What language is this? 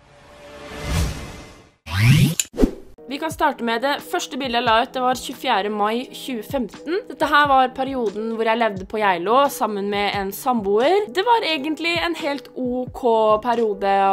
Norwegian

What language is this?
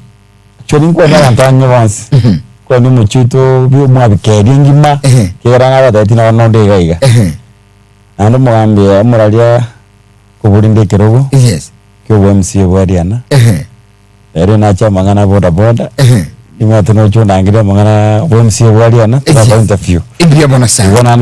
Gusii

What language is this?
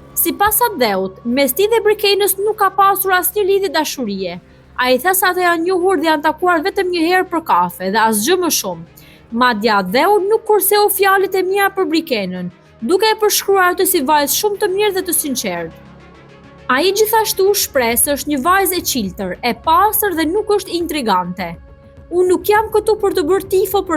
Albanian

